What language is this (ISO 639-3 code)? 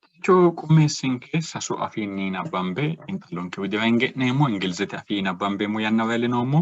sid